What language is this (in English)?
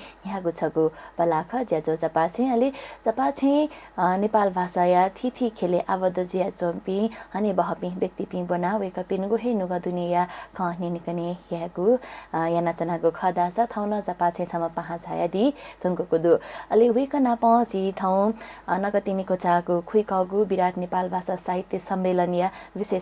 Newari